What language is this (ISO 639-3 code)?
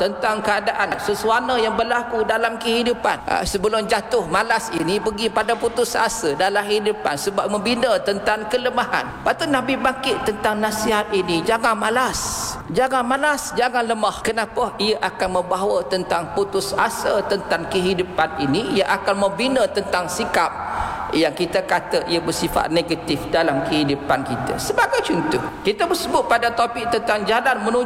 msa